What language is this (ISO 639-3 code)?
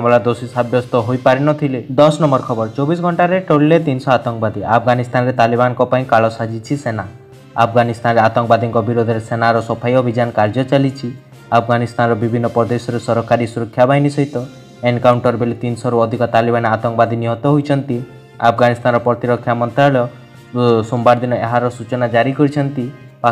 ori